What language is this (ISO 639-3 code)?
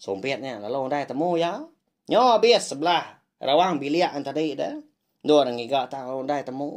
iba